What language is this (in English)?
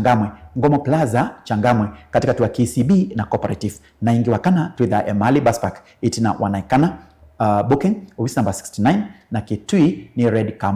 Kamba